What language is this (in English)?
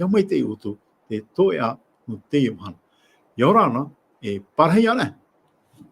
Tahitian